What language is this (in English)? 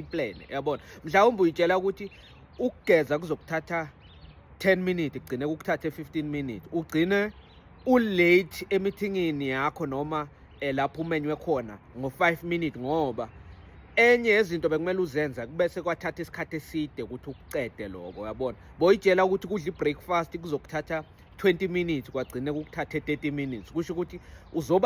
Zulu